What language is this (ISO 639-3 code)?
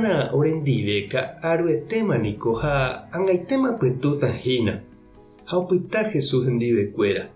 grn